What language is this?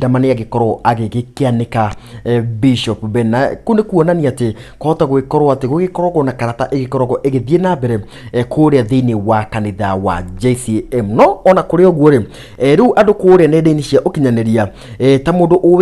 Kikuyu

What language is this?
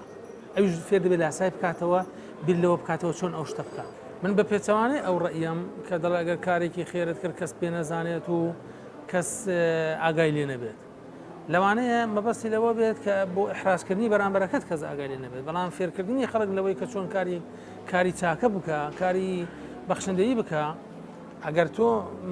Central Kurdish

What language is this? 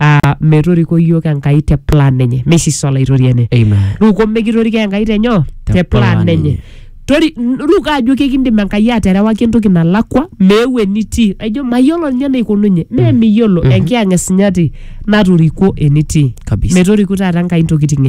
Masai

